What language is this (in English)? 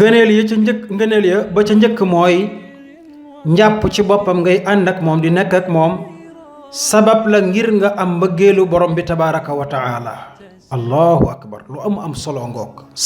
Wolof